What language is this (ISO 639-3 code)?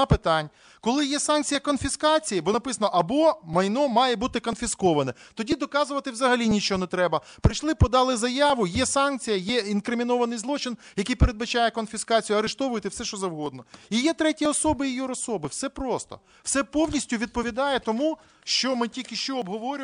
ukr